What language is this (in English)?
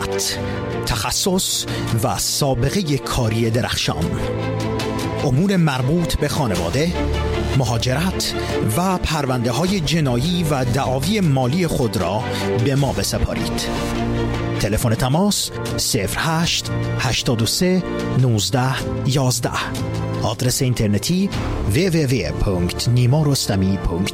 Persian